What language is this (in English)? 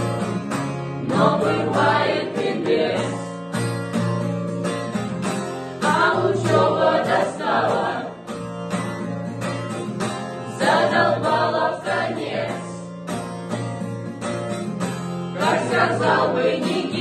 Russian